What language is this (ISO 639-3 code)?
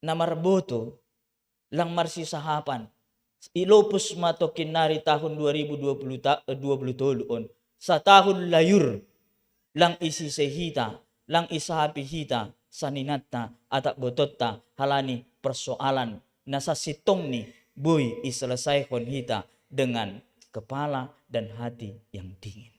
bts